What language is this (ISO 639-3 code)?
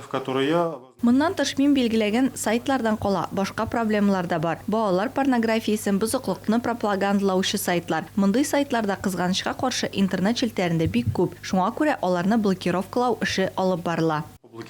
tat